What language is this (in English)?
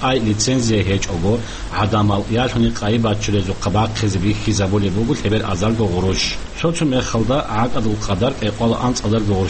Avaric